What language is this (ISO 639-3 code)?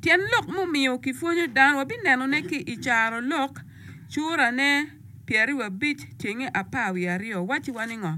ach